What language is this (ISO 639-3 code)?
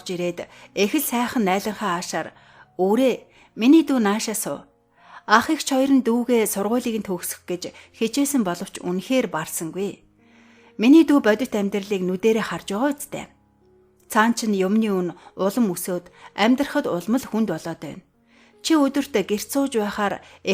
mon